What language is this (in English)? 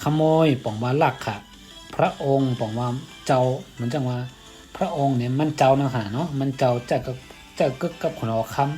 Shan